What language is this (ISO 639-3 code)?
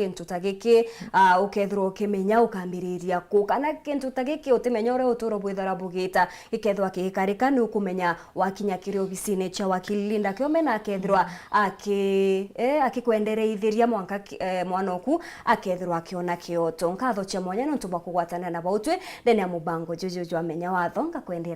mer